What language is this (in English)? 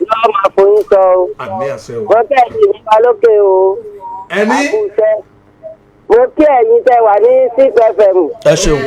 Yoruba